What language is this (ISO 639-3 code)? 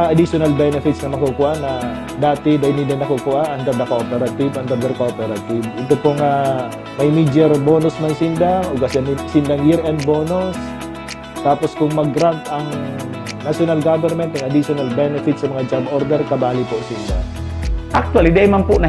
bik